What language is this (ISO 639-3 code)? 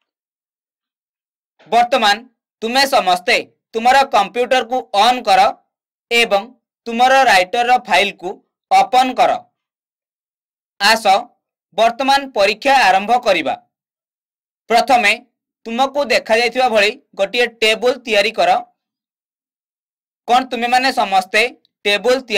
ori